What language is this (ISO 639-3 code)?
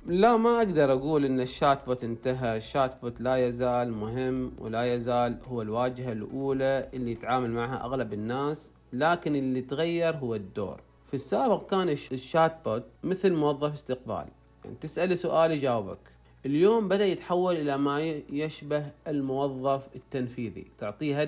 ars